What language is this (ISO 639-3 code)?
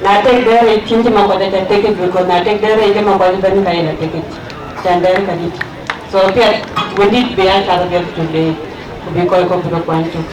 din